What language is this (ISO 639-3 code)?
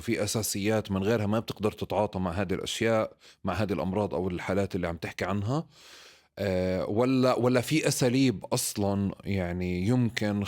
apc